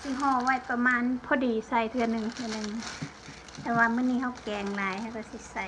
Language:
Lao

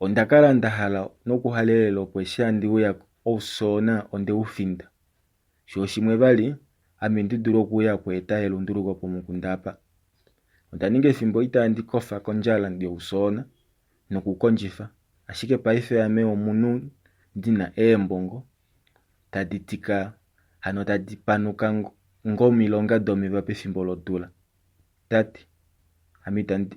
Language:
Kuanyama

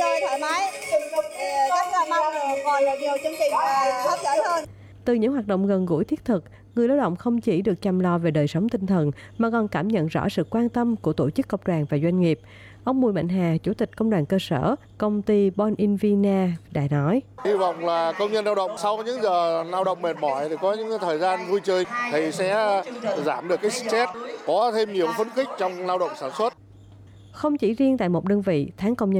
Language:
Vietnamese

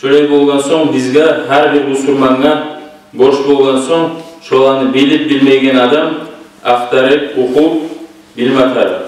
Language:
Kumyk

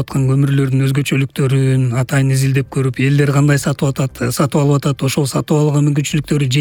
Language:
Kyrgyz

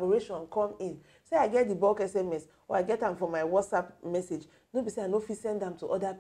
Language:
Nigerian Pidgin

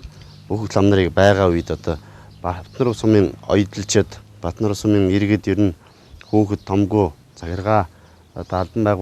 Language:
Mongolian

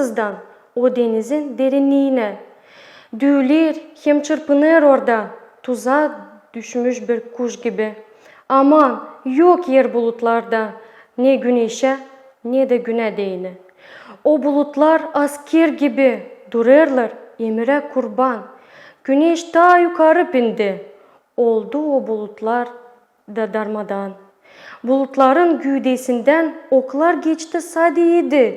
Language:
Gagauz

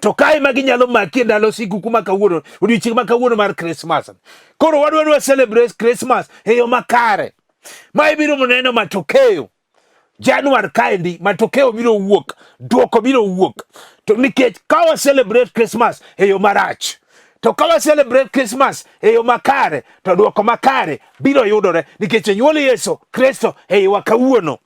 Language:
Luo (Kenya and Tanzania)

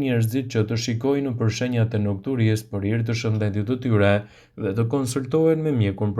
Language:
Albanian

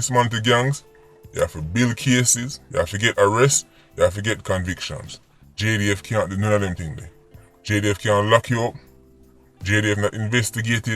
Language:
Jamaican Creole English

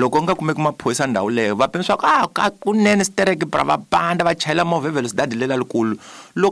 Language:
Tsonga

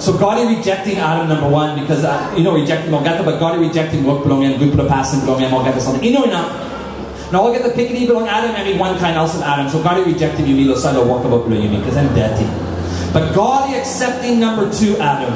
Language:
Tok Pisin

